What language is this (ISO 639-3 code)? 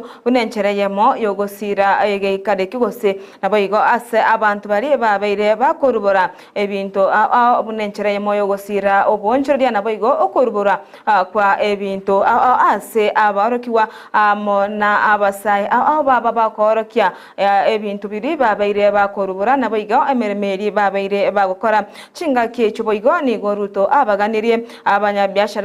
guz